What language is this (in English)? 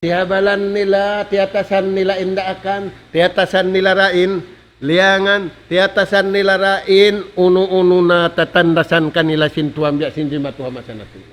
Tausug